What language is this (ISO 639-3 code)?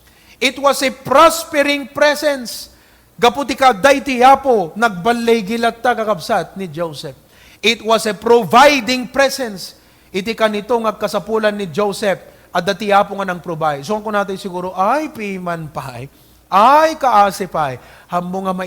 ilo